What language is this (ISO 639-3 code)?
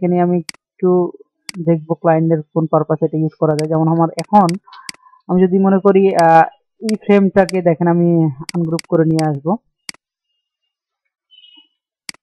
ben